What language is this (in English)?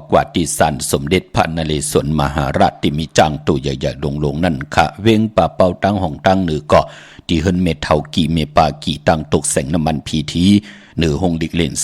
Shan